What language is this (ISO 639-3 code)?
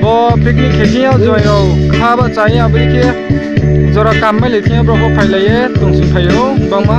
ria